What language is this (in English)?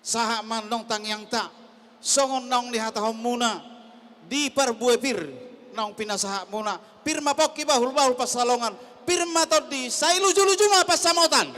Batak Toba